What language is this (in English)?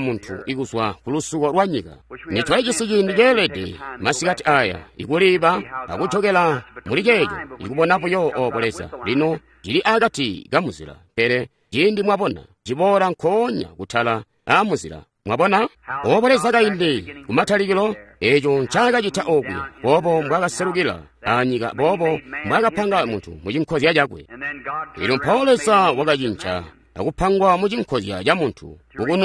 Tonga (Zambia)